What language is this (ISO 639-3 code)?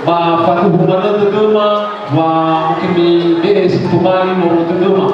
nia